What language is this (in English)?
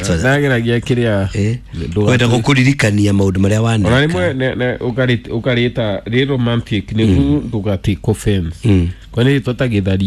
Kikuyu